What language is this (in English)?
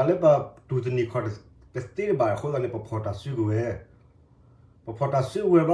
S'gaw Karen